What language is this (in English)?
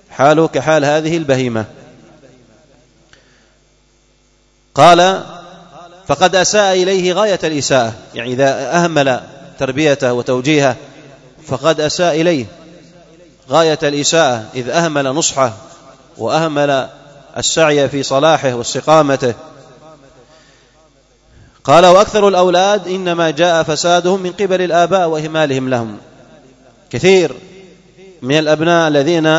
Arabic